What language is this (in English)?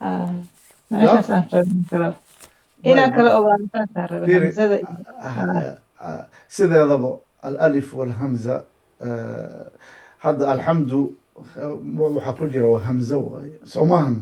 Somali